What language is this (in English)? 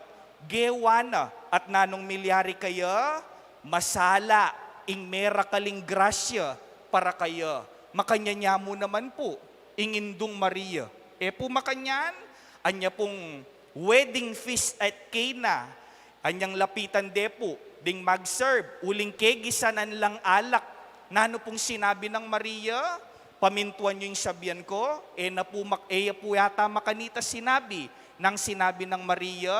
Pampanga